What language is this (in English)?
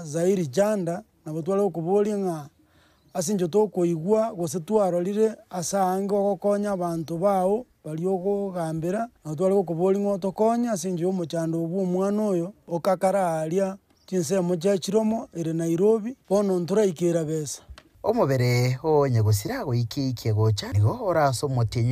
Gusii